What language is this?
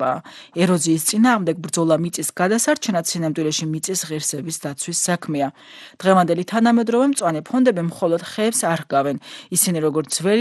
Georgian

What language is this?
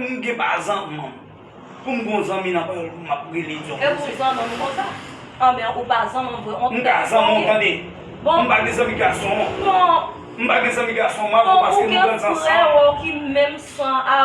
Haitian Creole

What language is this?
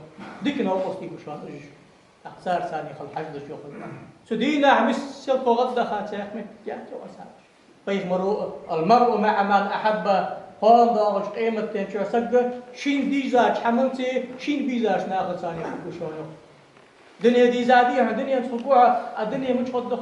Ingush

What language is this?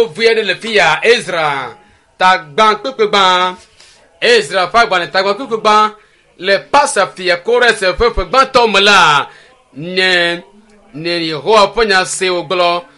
Ewe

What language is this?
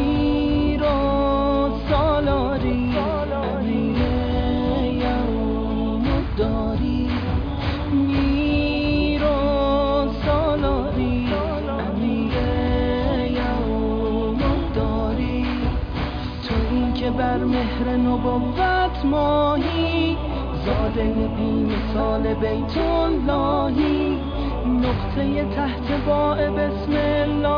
Persian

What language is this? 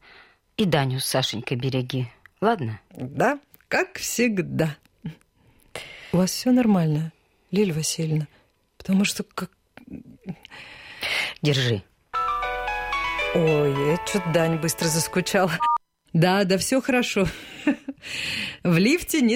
Russian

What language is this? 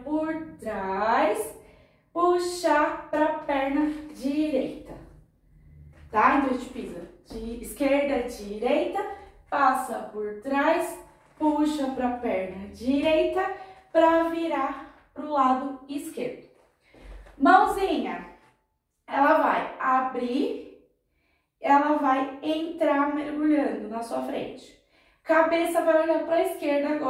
Portuguese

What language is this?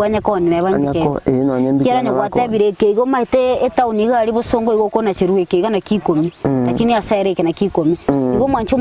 Gusii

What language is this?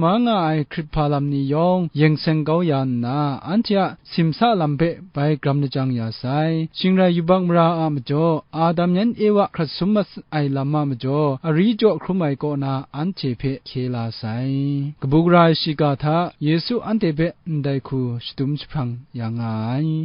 Kachin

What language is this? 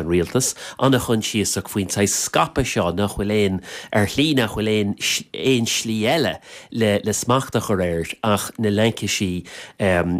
Irish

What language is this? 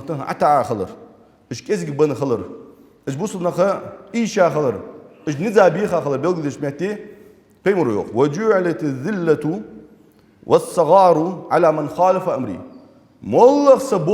Ingush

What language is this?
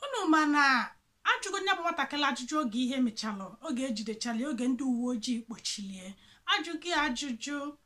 Igbo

